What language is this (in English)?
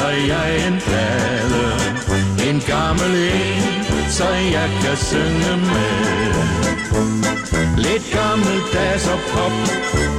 Danish